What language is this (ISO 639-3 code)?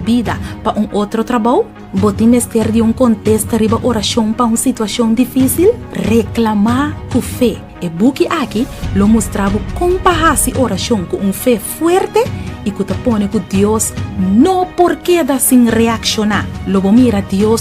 pap